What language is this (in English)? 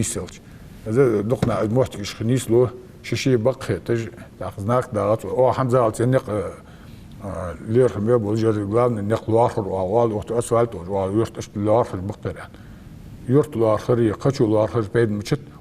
Ingush